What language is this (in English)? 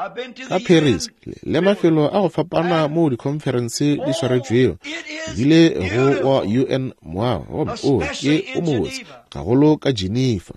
Northern Sotho